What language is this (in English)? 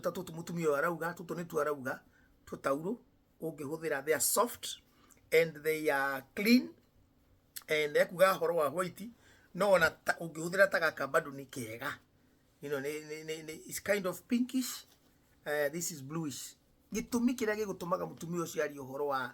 Kikuyu